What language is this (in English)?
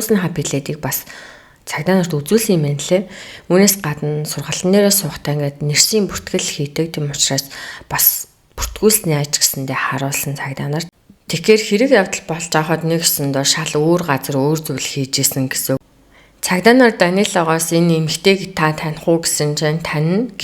Mongolian